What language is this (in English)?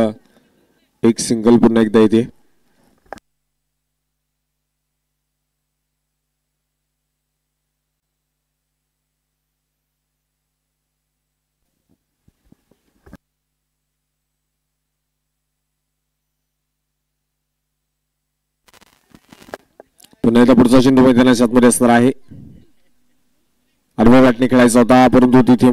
Marathi